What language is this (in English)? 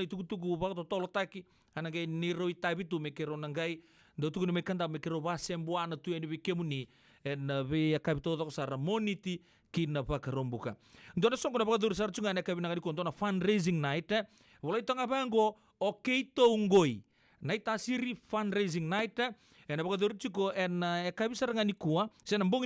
Fijian